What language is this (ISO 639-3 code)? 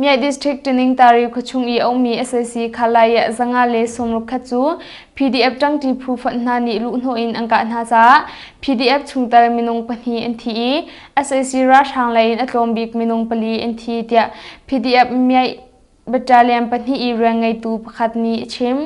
cnh